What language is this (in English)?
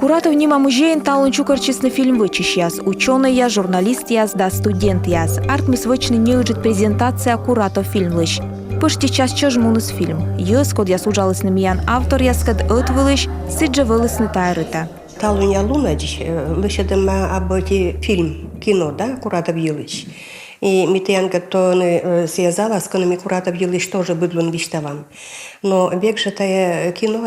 Komi